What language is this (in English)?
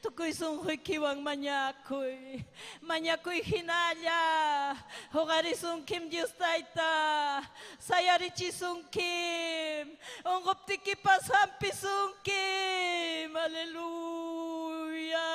Ayacucho Quechua